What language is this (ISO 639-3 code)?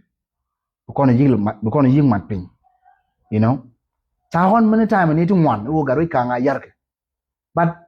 nus